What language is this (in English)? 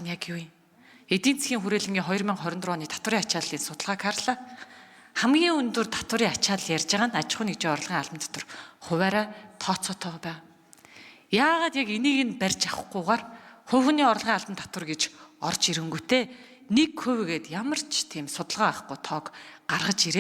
Mongolian